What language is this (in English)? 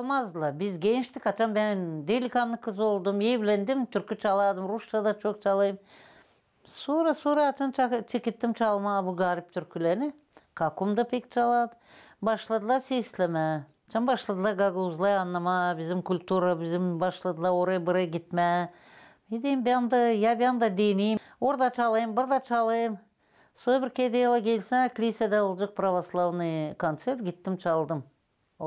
Gagauz